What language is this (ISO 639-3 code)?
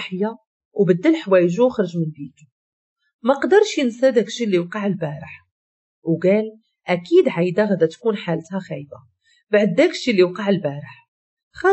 ary